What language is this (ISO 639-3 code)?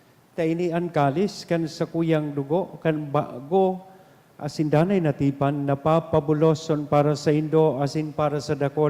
bik